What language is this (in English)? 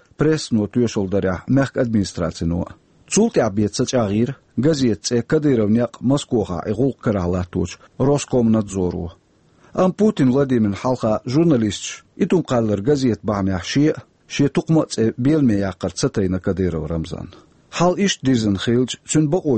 Chechen